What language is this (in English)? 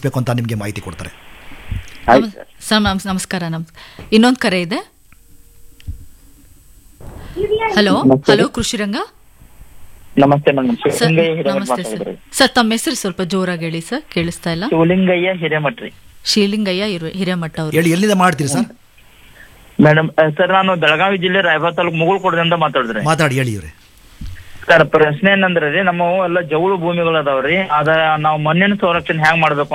Kannada